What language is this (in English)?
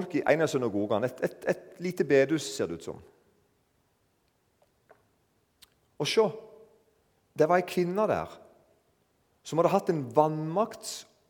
Norwegian